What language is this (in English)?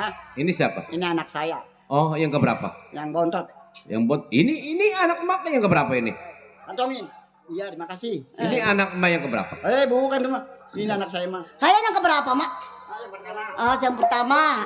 Betawi